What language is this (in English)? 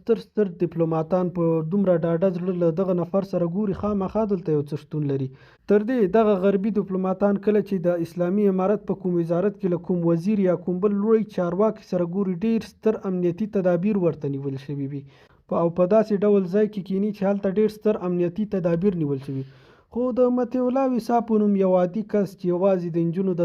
Pashto